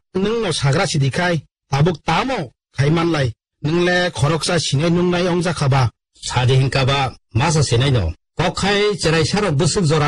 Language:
Kok Borok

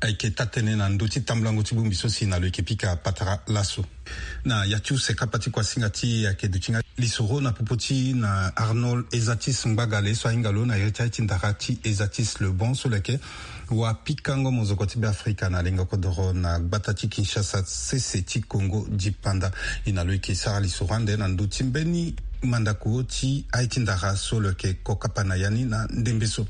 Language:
Sango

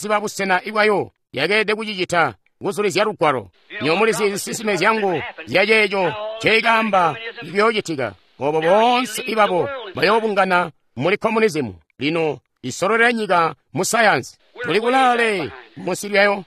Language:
Tonga (Zambia)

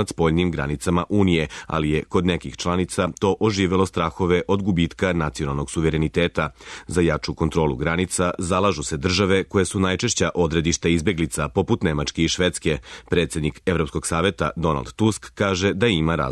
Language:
Serbian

